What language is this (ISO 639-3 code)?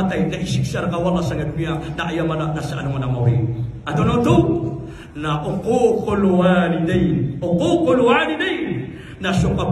mrw